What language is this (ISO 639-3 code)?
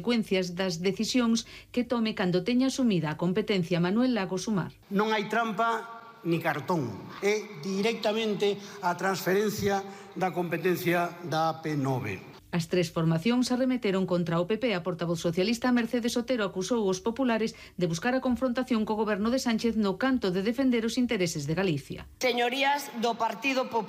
glg